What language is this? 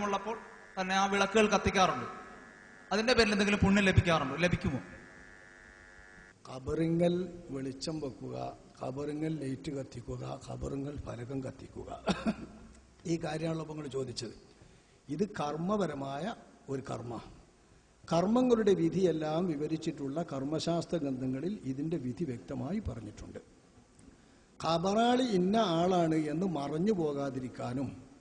Malayalam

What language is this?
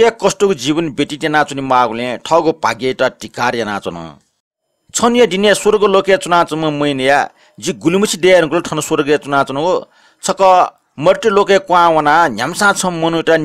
Newari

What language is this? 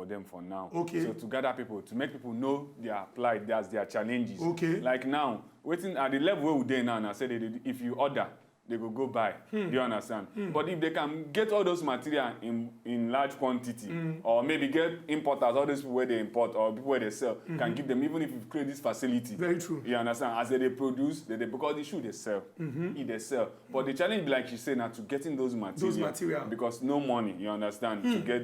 Nigerian Pidgin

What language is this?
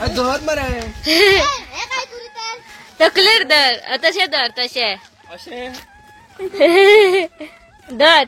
Konkani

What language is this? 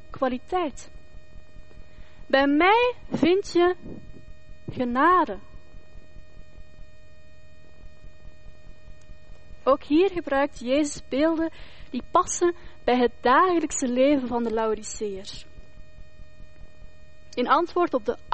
Dutch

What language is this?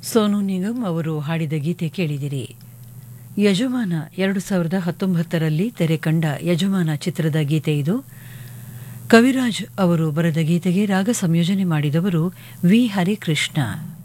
Kannada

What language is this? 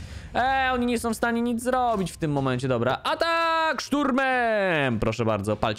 Polish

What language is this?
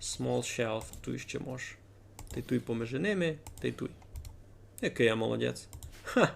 Rusyn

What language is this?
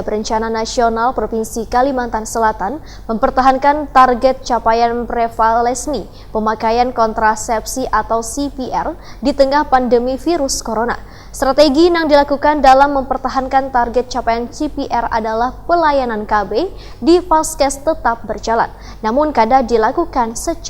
Banjar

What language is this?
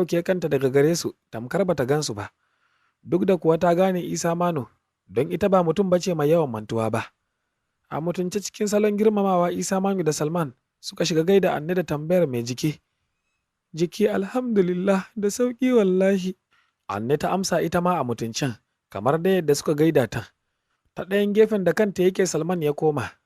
Hausa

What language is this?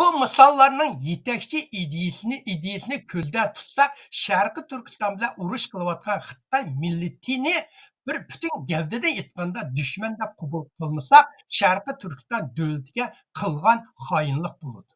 Uyghur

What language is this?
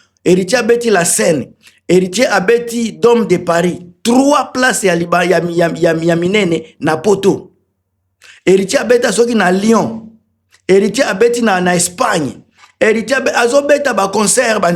Lingala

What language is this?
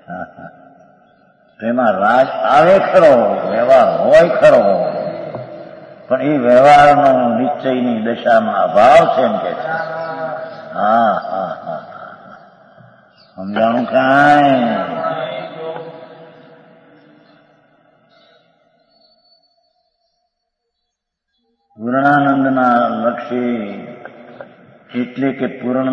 Gujarati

